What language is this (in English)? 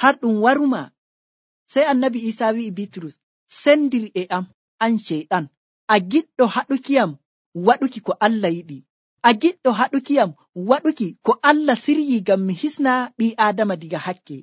Nigerian Fulfulde